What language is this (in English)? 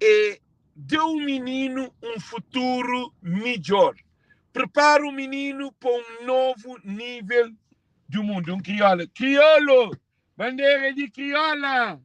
Kabuverdianu